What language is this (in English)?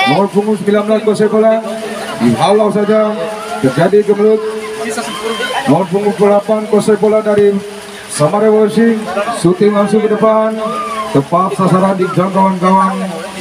Indonesian